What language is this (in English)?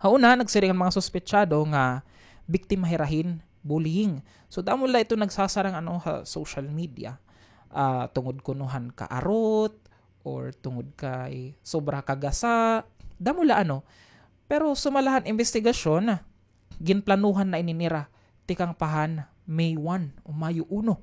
Waray